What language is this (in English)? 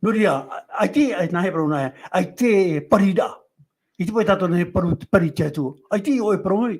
Tahitian